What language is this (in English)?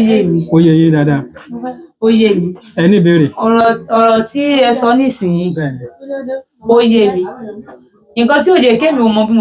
Yoruba